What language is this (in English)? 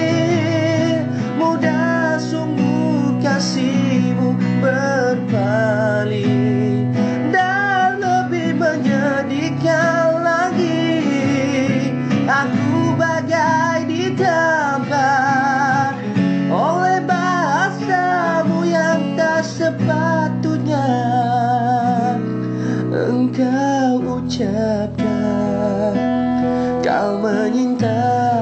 Malay